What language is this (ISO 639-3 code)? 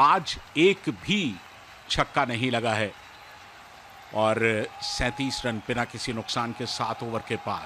hin